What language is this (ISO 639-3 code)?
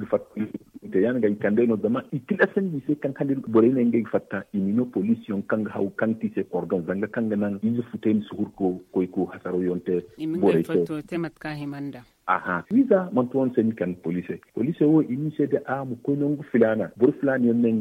dje